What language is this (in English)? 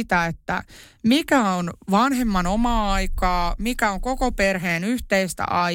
Finnish